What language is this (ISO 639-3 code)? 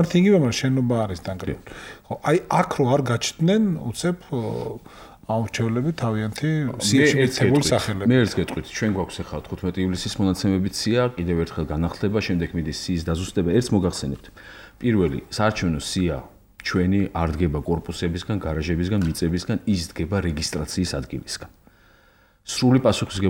kat